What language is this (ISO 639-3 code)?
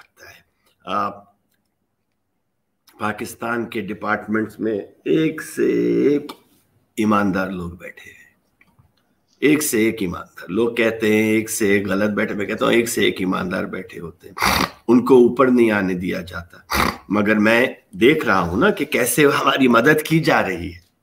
urd